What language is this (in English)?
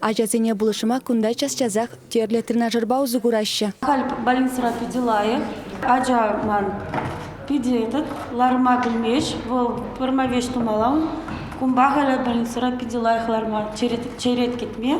Chuvash